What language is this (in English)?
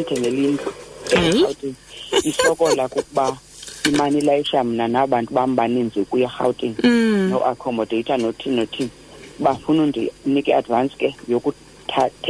Xhosa